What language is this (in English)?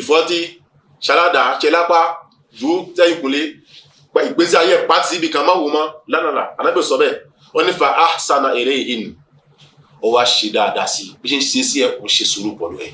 Yoruba